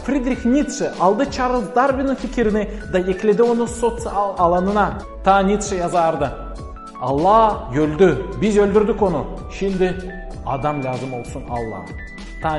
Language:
Gagauz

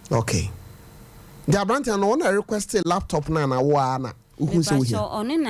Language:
Akan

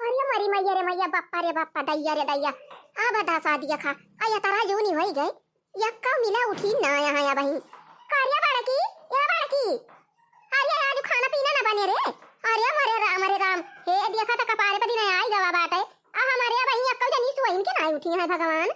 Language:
Awadhi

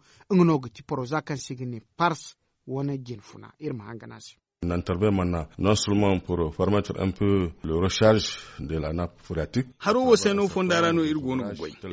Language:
Zarma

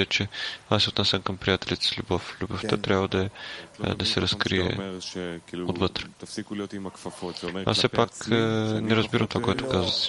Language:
Bulgarian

